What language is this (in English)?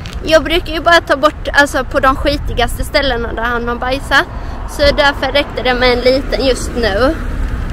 Swedish